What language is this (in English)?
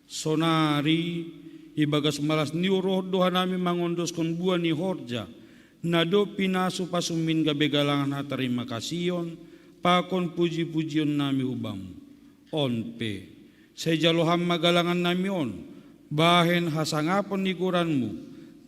Batak Simalungun